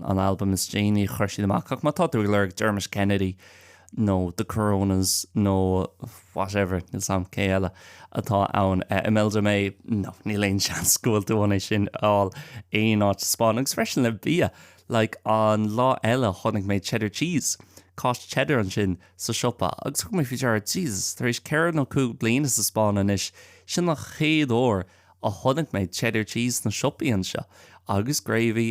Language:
Irish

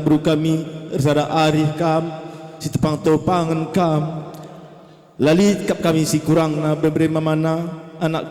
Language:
Batak Karo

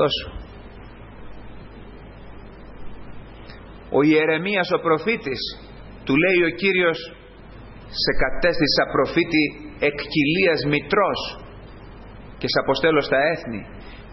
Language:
Greek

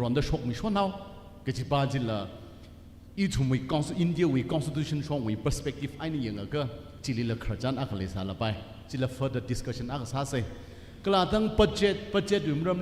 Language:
Tangkhul Naga (India)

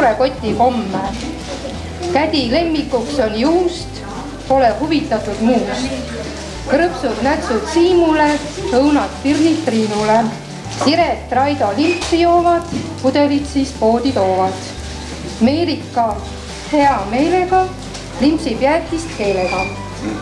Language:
Estonian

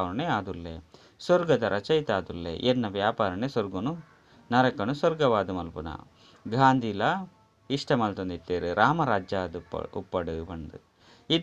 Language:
Tulu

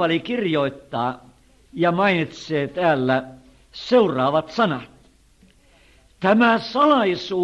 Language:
Finnish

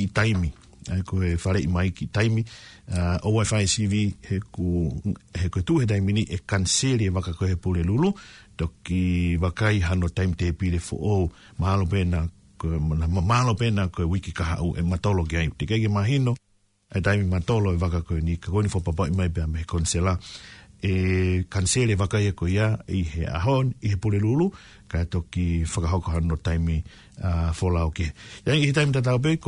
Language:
Tongan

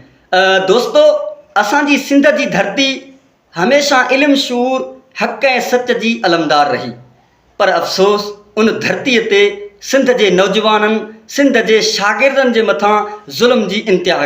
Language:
Sindhi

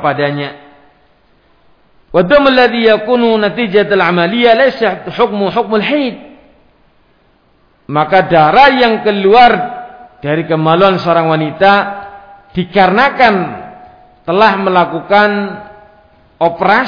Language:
Indonesian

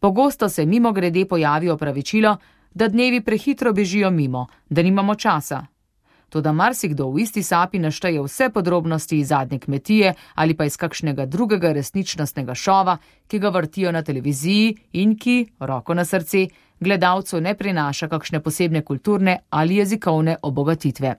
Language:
Slovenian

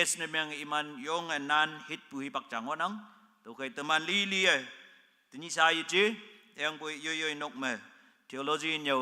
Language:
Konyak Naga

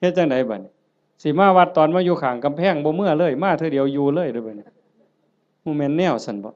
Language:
Lao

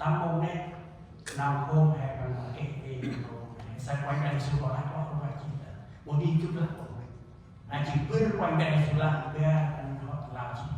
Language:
Central Mnong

